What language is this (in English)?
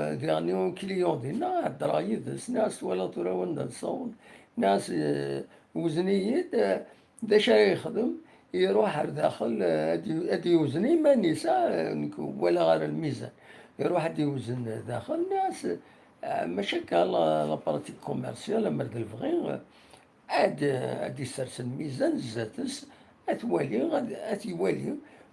Kabyle